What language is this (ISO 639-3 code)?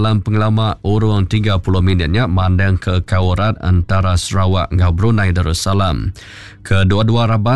iba